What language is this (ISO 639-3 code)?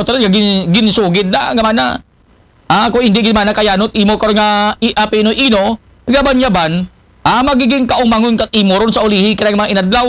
akl